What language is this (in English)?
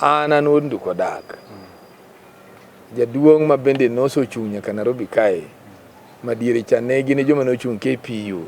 Luo (Kenya and Tanzania)